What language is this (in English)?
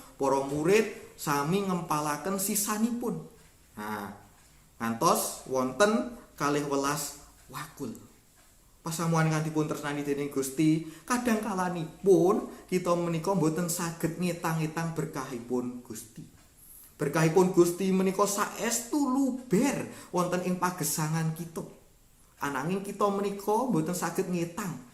Javanese